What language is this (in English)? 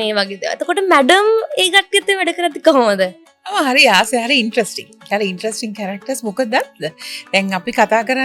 Sinhala